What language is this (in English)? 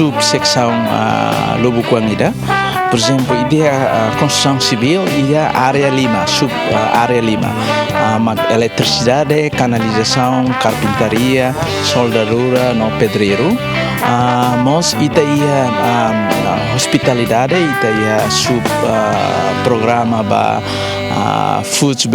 Tetum